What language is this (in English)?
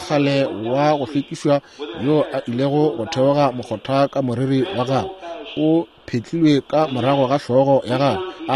Northern Sotho